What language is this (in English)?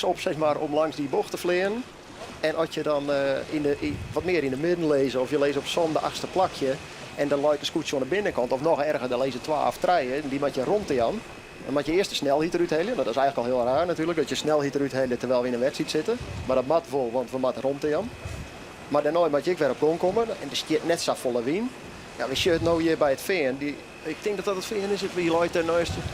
Western Frisian